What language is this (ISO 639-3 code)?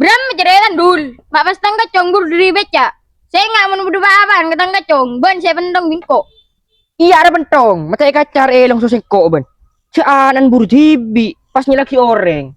mad